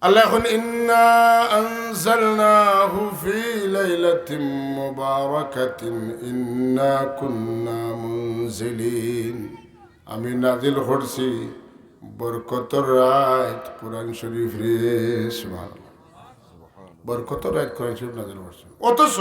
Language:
Sylheti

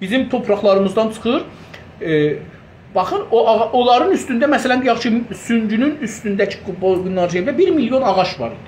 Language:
South Azerbaijani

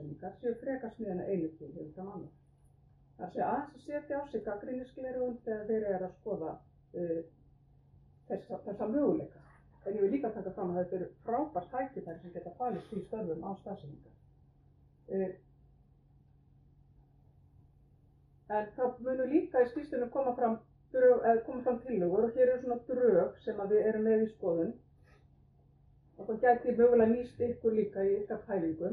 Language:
Icelandic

